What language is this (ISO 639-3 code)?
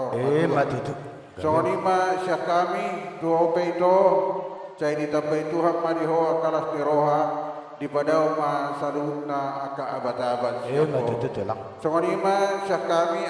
bbc